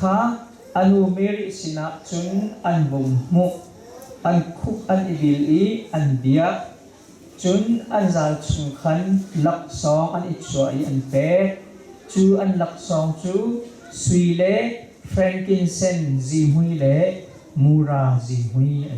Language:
Hakha Chin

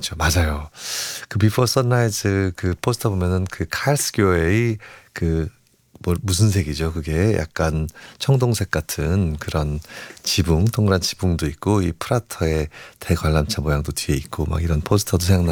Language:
Korean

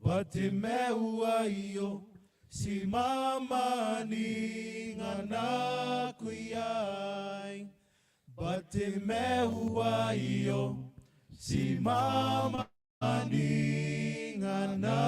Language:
Gilbertese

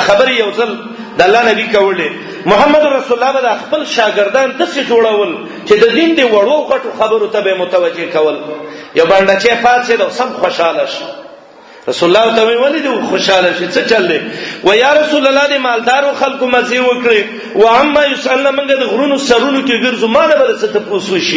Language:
Pashto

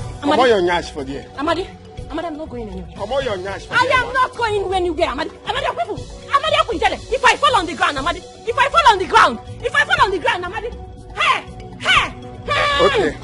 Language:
Nigerian Pidgin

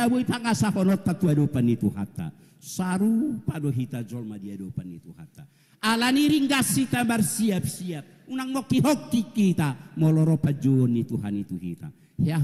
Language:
Batak Toba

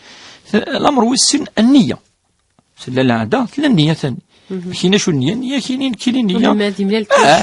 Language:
Kabyle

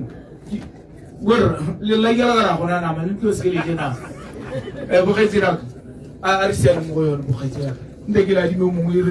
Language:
Tswana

